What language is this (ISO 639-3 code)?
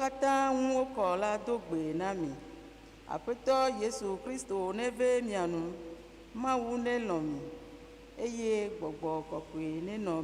ewe